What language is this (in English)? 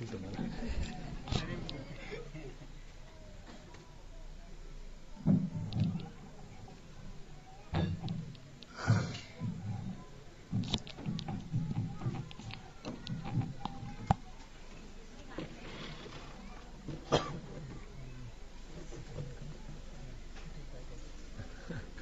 Marathi